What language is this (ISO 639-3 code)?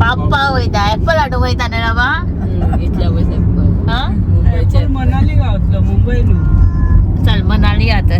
kok